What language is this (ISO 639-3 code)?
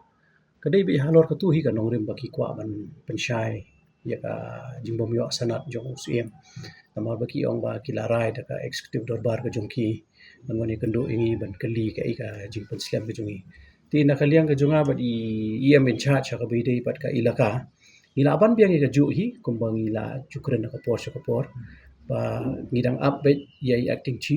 kha